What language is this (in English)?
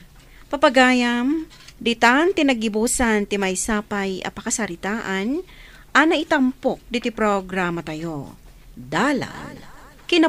Iloko